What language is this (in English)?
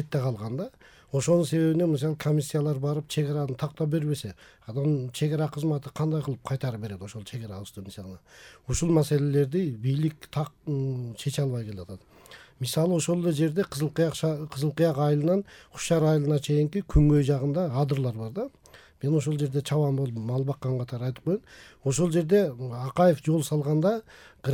Kyrgyz